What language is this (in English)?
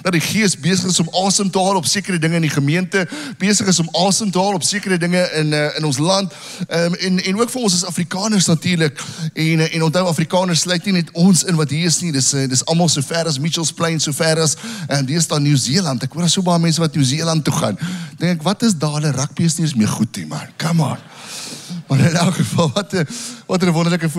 Afrikaans